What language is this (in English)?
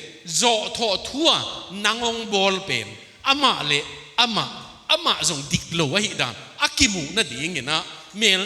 Tedim Chin